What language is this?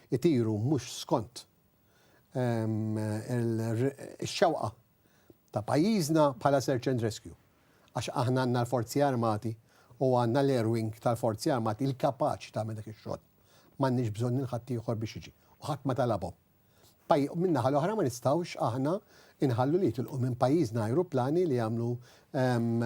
Maltese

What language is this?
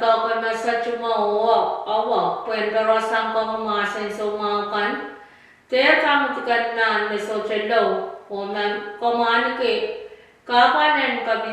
Pohnpeian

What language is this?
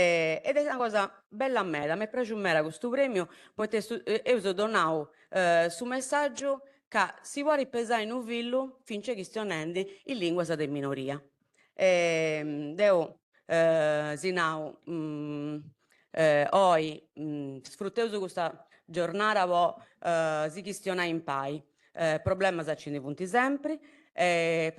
Sardinian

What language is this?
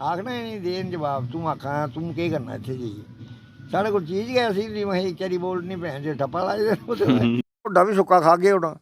Dogri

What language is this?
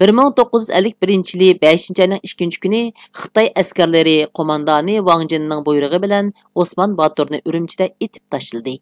Uyghur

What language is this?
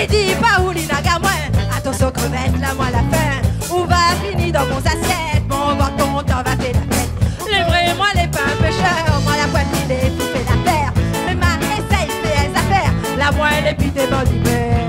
Réunion Creole French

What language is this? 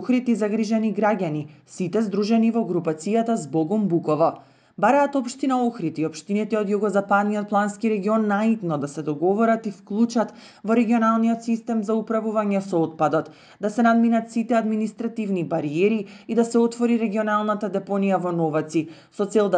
Macedonian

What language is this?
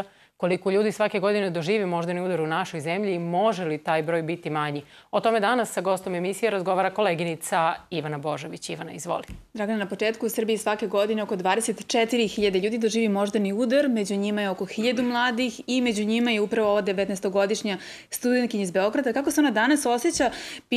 Serbian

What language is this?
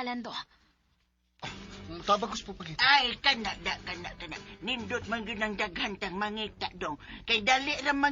Cebuano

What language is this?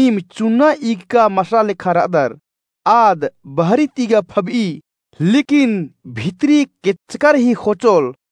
Kurukh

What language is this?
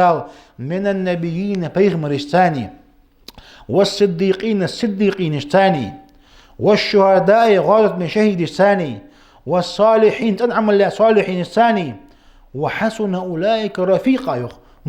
Ingush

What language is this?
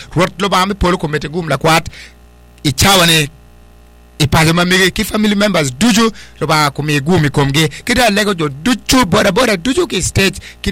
Acoli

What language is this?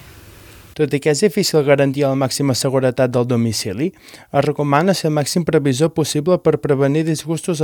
Catalan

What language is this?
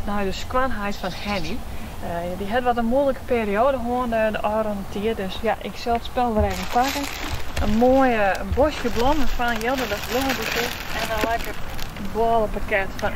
Western Frisian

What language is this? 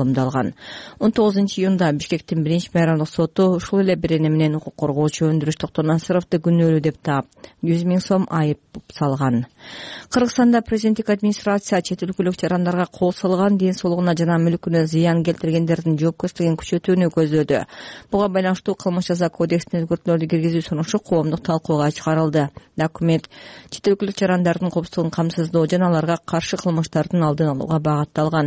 Kyrgyz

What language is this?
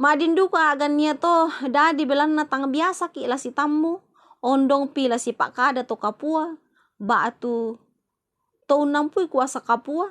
Toraja-Sa'dan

